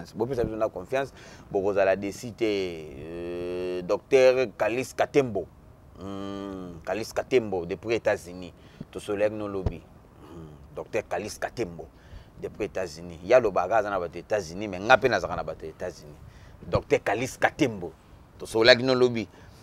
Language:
Lingala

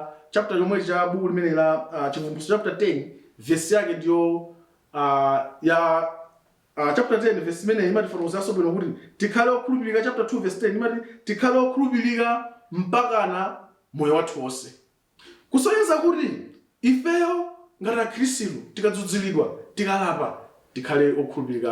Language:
Nyanja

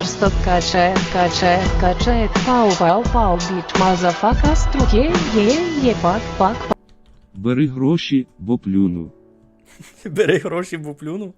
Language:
Rusyn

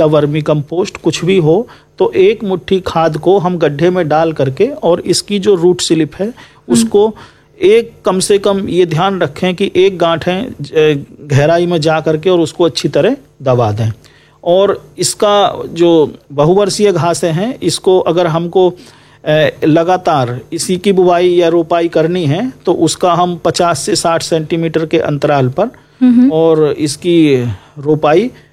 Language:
Hindi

